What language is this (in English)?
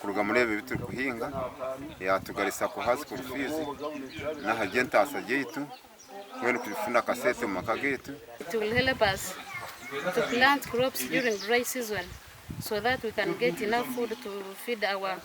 Nyankole